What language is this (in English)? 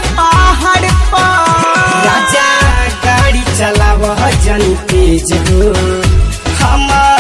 Bhojpuri